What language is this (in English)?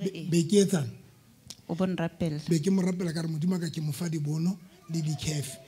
Southern Sotho